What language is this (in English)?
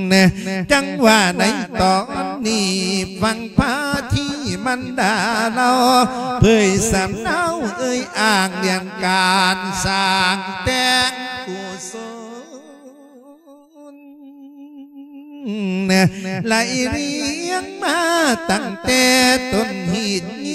Thai